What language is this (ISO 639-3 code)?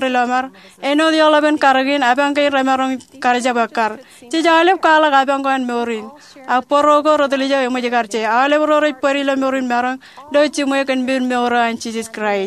mah